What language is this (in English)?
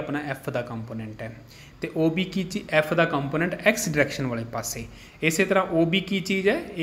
Punjabi